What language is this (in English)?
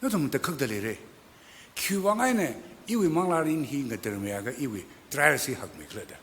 Tangkhul Naga (India)